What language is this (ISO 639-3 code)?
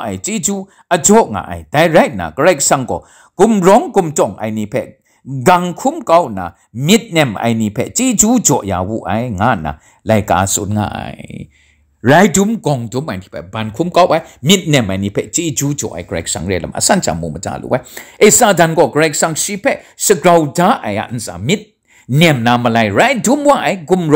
kac